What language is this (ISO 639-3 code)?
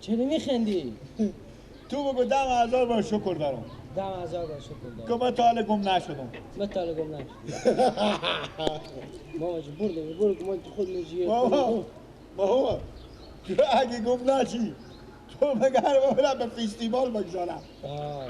fas